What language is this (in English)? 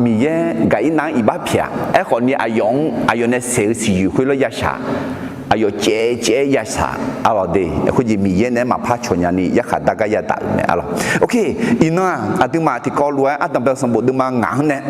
Akha